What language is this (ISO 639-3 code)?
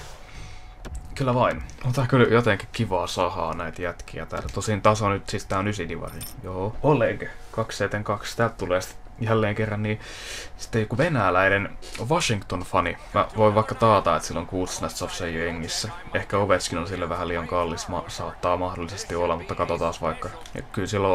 fin